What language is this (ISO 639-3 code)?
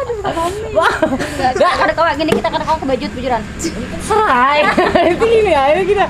bjn